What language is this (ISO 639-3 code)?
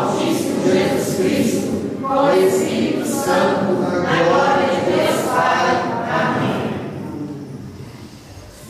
por